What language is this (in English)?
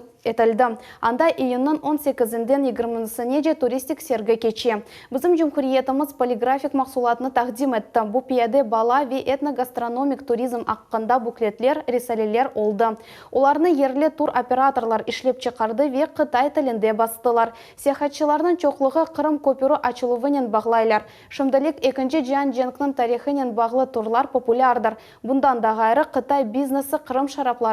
Crimean Tatar